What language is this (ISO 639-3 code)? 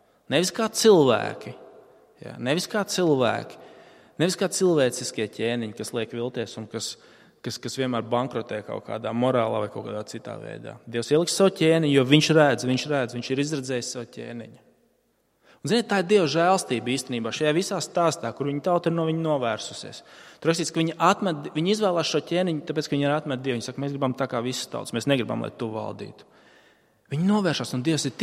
lav